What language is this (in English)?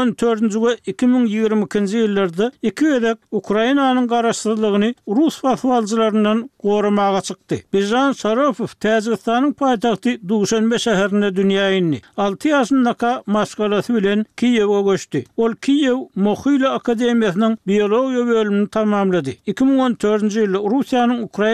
Turkmen